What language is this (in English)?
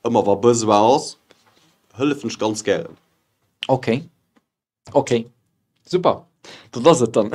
Luxembourgish